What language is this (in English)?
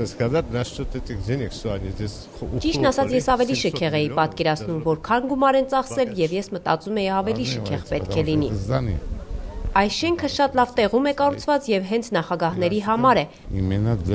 Armenian